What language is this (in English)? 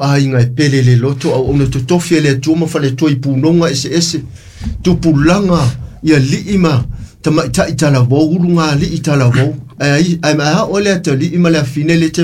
Samoan